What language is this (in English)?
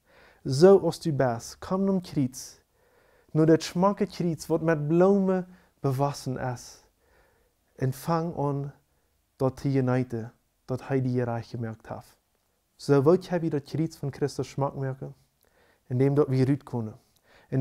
Plautdietsch